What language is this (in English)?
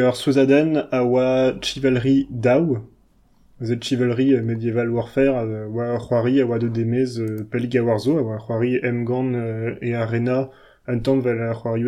Breton